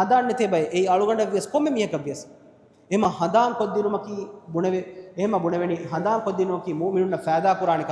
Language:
Divehi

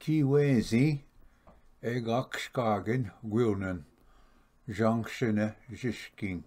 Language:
Ojibwa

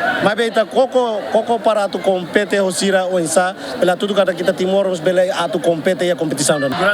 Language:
Tetum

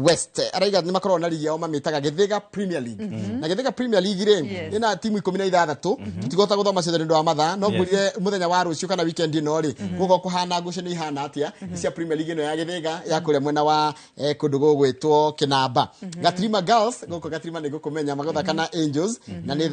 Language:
Kikuyu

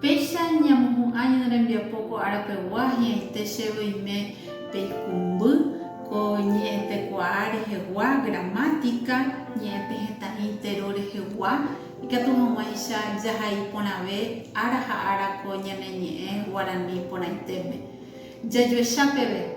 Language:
Guarani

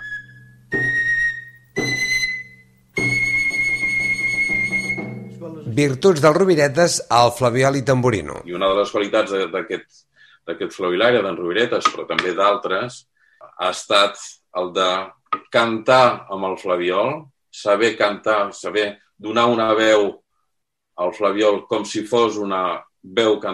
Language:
Catalan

